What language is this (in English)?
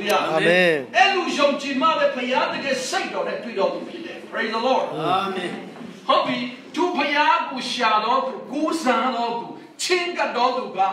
Burmese